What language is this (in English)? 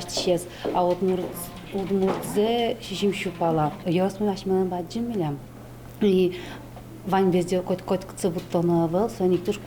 Udmurt